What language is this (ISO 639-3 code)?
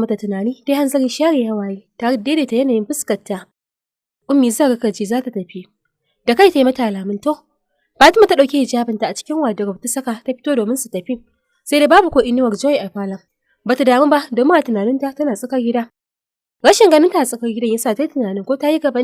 hau